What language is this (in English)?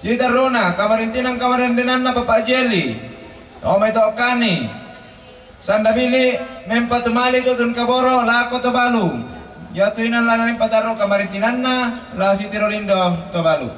Toraja-Sa'dan